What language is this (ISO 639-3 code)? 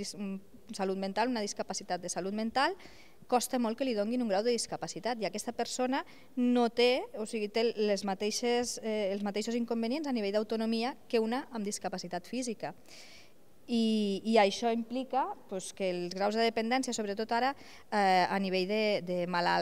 cat